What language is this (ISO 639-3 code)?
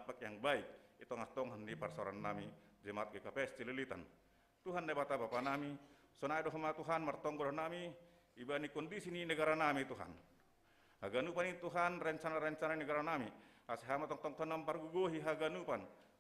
bts